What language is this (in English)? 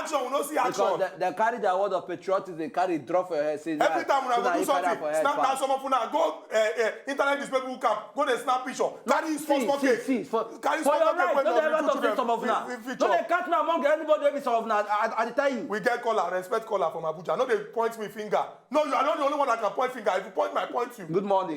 Nigerian Pidgin